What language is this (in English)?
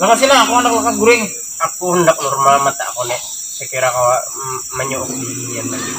Banjar